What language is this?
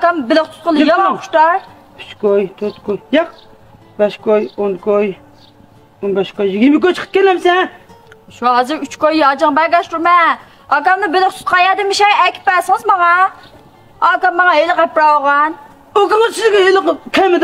Uyghur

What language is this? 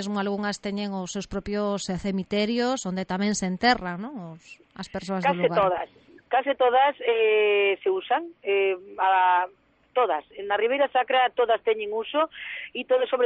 Galician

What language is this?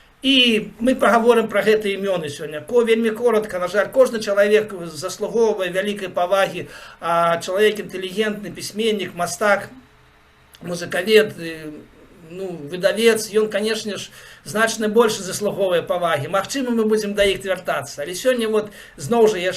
Belarusian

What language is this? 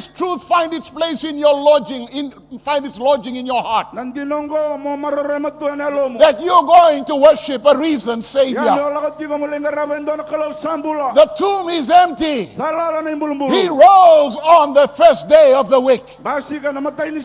Fijian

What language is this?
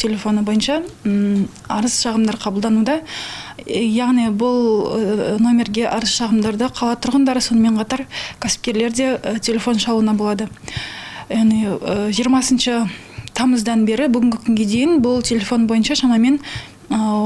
Kazakh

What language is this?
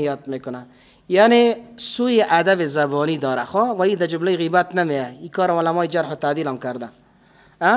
Persian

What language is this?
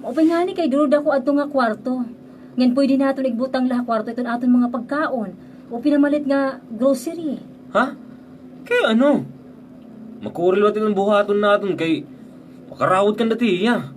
Waray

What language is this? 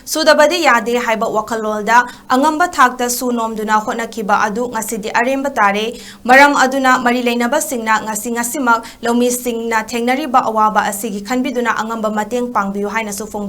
Manipuri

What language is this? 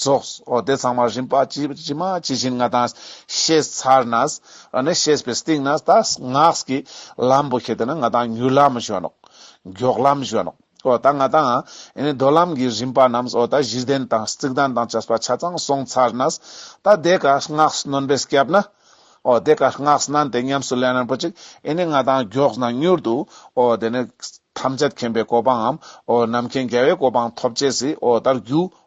Ladakhi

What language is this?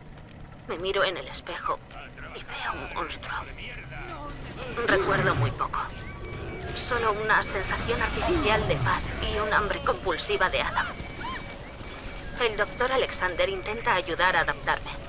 Spanish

